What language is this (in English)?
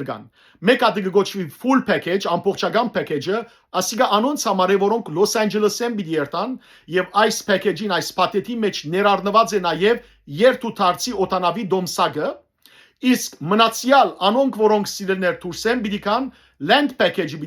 Western Armenian